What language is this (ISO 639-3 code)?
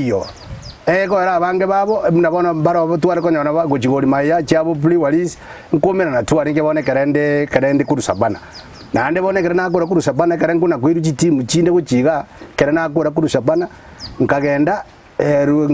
guz